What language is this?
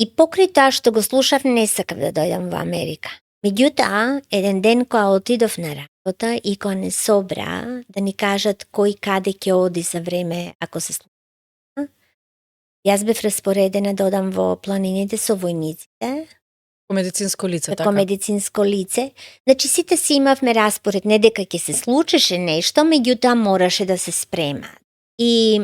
Macedonian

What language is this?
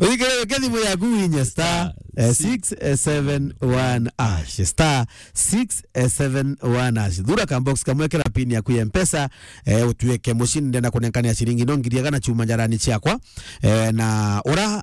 Meru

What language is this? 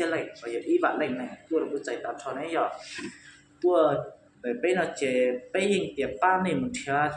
Hmong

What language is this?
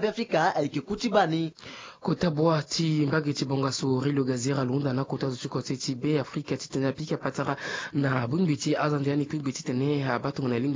Sango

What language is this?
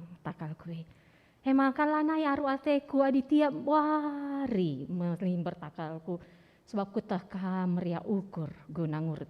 Batak Karo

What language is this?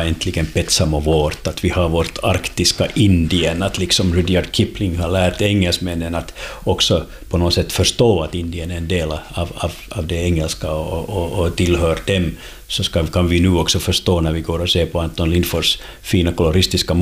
Swedish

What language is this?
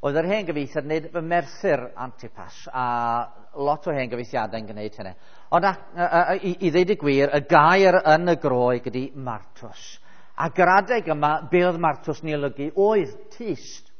Welsh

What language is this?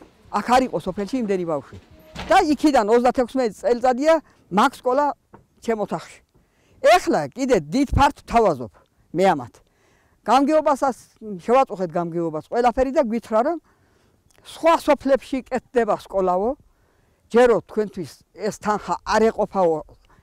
Georgian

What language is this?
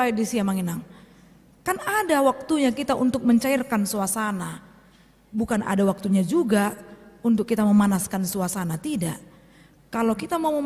Batak Toba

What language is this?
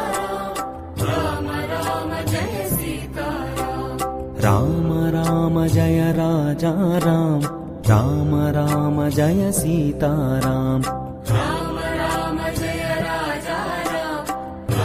Telugu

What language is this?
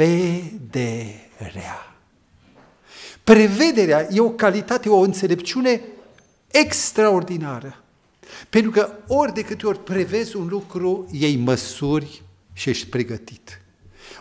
Romanian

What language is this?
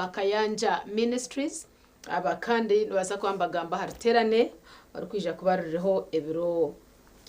Nyankole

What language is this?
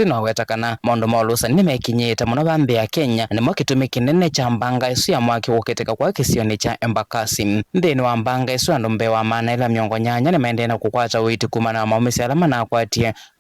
Kamba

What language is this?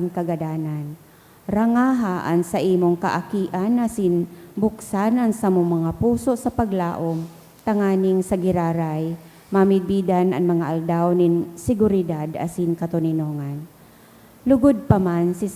Bikol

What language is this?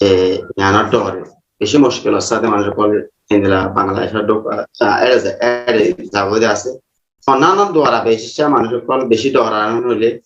Rohingya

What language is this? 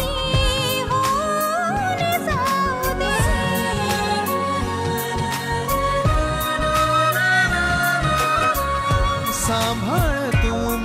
Marathi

